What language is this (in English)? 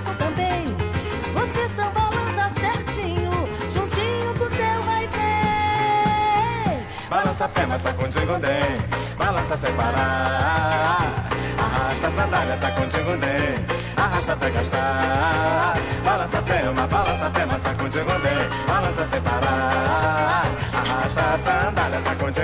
Portuguese